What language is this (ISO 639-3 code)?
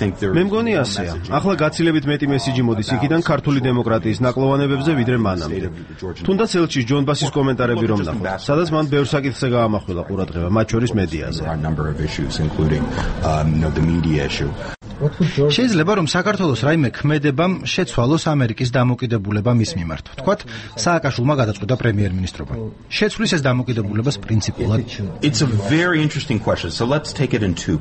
kat